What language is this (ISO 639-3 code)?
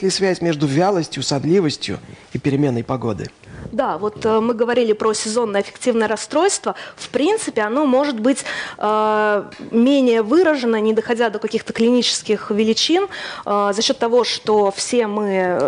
rus